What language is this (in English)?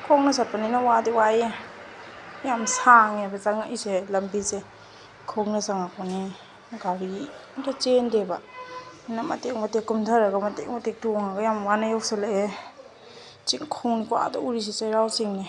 Manipuri